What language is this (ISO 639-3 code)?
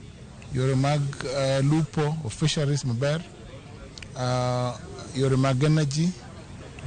luo